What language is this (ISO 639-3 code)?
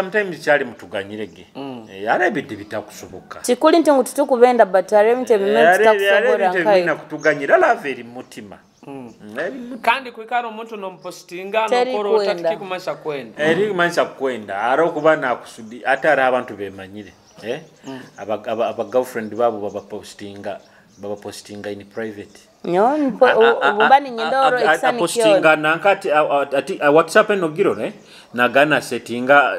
nyo